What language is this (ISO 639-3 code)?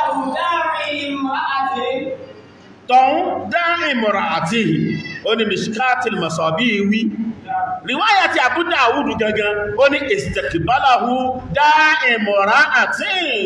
yor